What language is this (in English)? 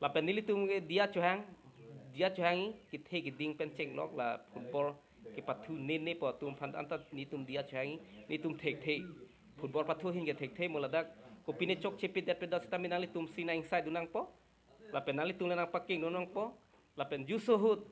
Karbi